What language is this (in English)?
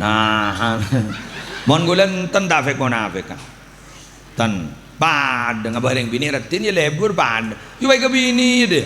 Madurese